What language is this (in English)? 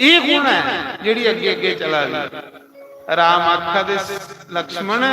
Dogri